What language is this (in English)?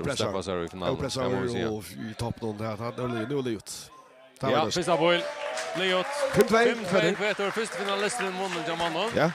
Faroese